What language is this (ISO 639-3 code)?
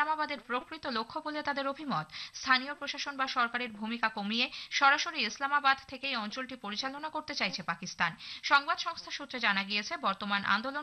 ben